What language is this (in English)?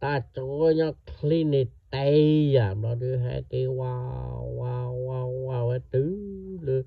S'gaw Karen